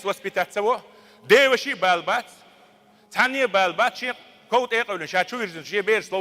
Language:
Chechen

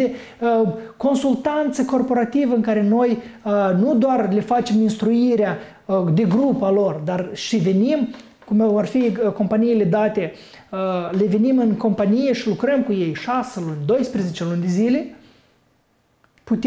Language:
Romanian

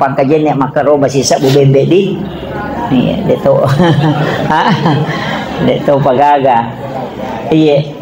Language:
Buginese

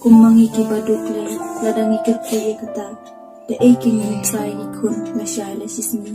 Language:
Khasi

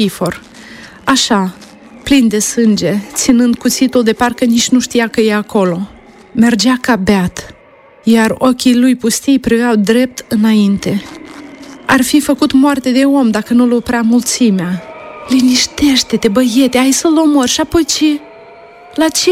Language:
Romanian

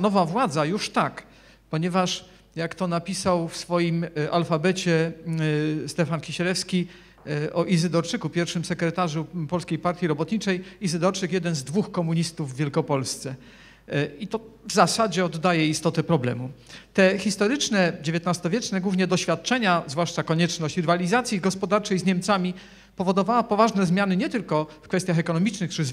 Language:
Polish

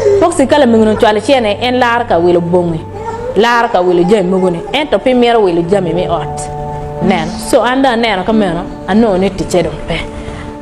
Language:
Acoli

